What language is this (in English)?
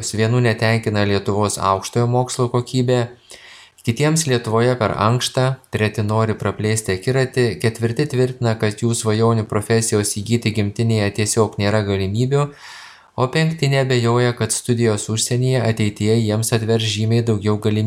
Lithuanian